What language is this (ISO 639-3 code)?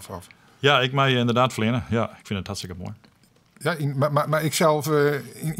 fry